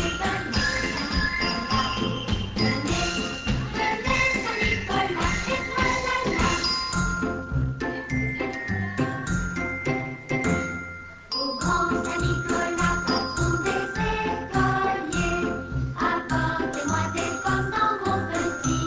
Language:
French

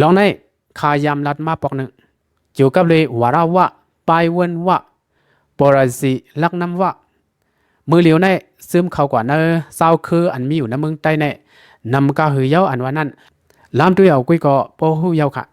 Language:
Shan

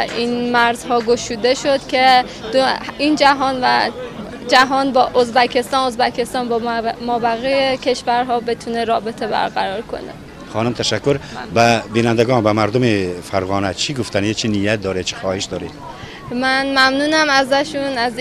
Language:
Tajik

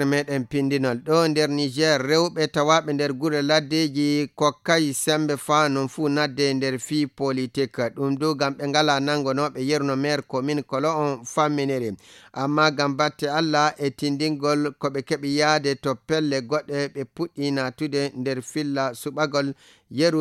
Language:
Fula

